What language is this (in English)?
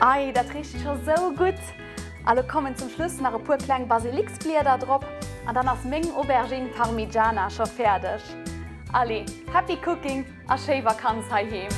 Luxembourgish